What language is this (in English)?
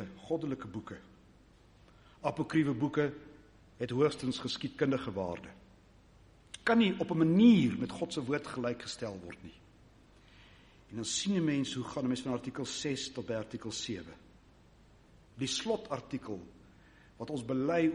Afrikaans